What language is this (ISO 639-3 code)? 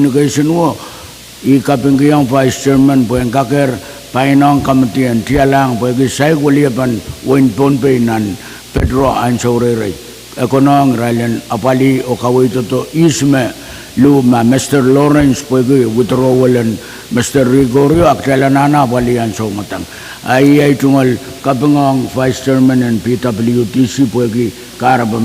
pon